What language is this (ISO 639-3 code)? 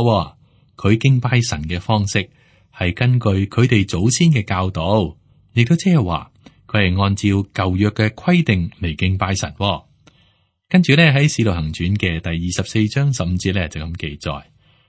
yue